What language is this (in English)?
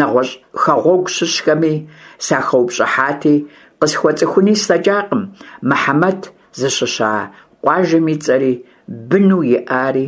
Kabardian